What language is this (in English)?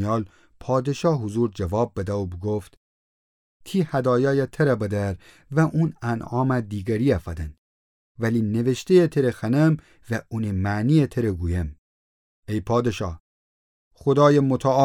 Gilaki